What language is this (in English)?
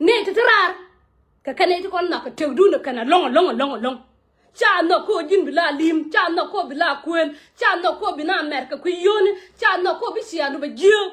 Nuer